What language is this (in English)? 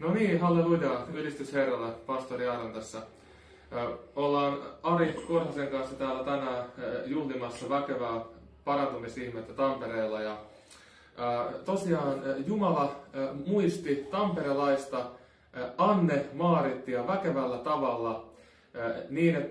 Finnish